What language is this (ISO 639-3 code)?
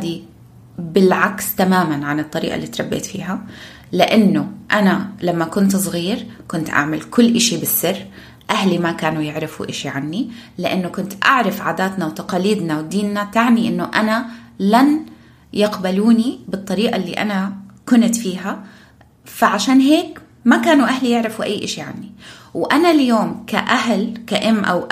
apc